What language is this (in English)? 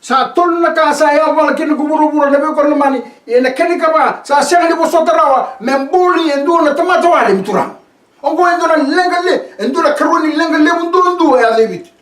Fijian